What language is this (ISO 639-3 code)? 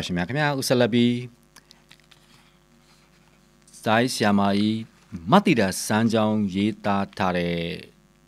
mya